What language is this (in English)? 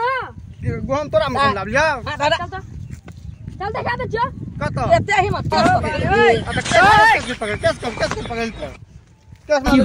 Maithili